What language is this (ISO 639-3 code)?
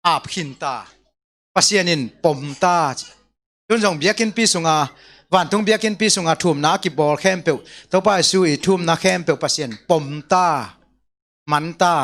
ctd